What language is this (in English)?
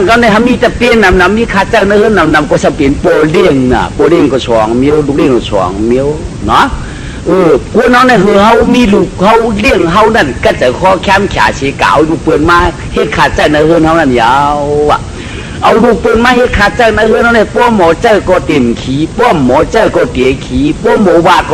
Shan